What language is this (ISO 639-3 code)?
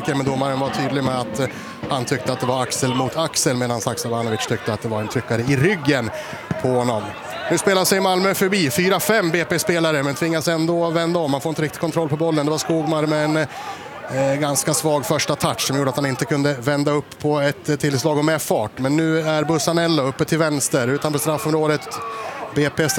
swe